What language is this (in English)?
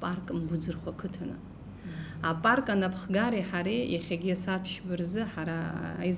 Abkhazian